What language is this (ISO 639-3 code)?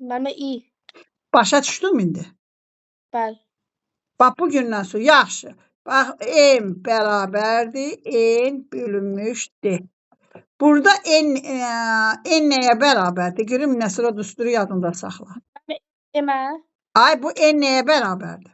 aze